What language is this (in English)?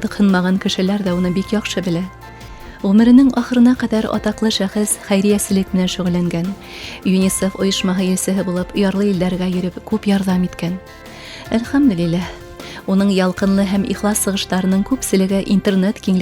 Bashkir